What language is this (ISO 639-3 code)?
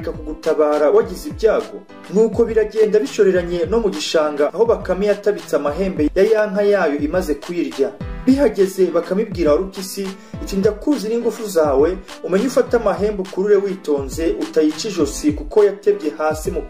kin